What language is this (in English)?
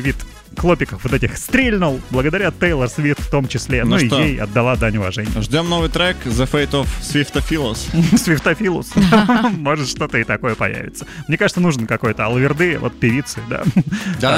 Russian